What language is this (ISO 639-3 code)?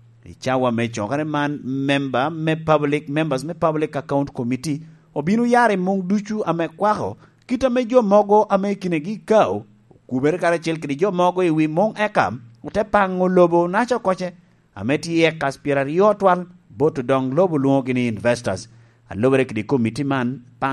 laj